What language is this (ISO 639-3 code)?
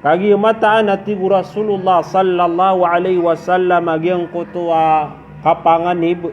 mrw